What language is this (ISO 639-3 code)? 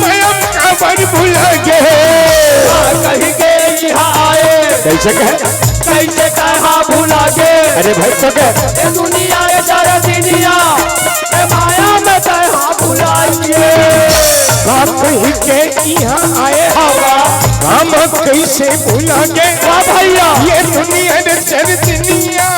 hne